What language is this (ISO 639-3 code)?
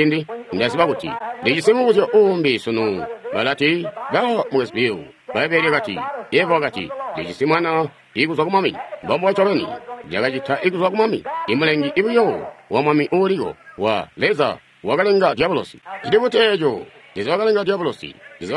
toi